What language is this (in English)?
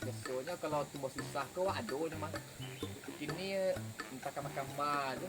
Minangkabau